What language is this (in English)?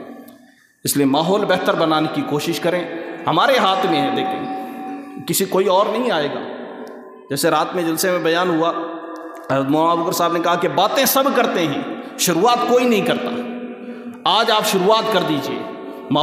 Urdu